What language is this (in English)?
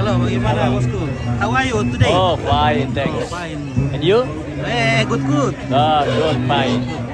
Toraja-Sa'dan